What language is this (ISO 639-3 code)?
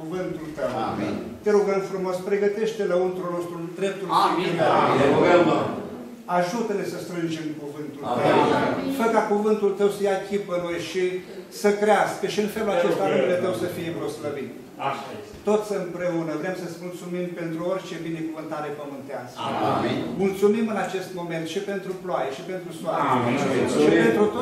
ron